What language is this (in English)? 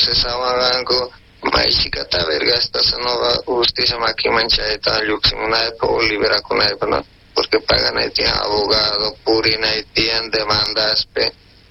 South Bolivian Quechua